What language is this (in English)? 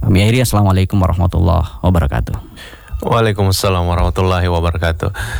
Indonesian